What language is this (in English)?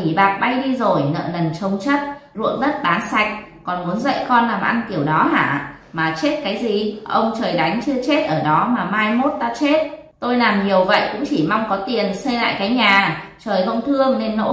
Vietnamese